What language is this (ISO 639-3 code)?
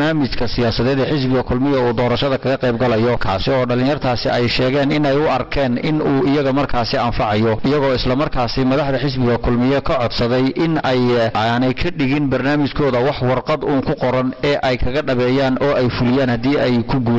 som